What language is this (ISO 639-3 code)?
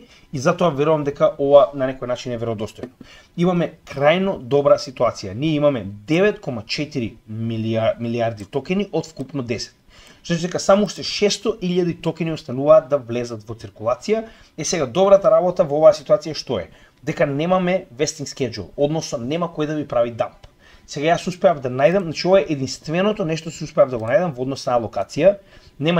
mkd